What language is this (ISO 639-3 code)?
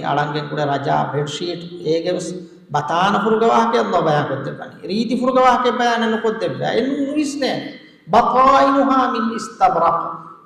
div